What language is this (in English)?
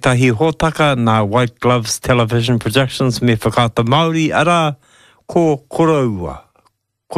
Māori